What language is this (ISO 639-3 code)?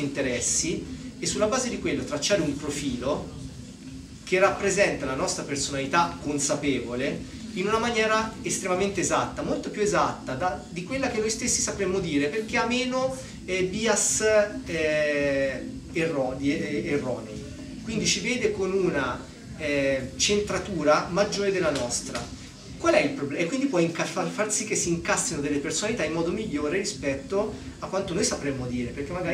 ita